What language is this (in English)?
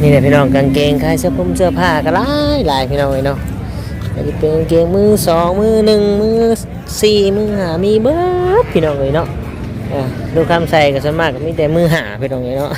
Northeastern Thai